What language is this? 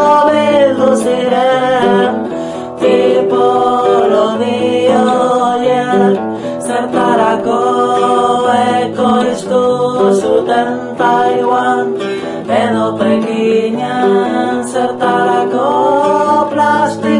Basque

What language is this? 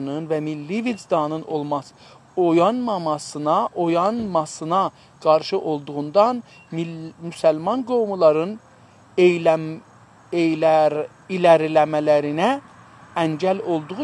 South Azerbaijani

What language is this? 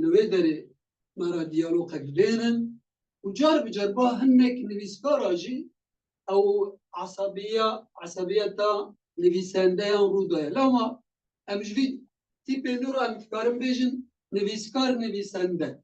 Kurdish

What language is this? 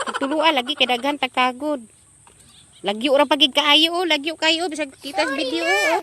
Cebuano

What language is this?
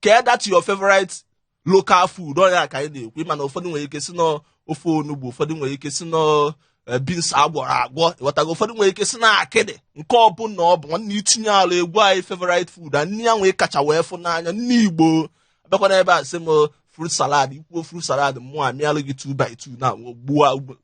Igbo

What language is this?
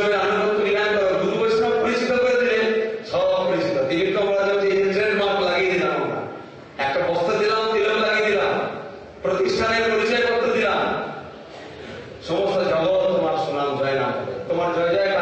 Bangla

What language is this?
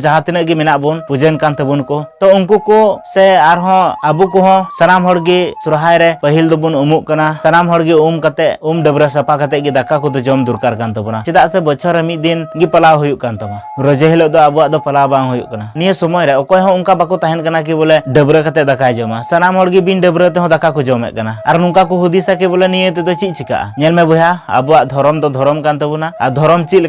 Santali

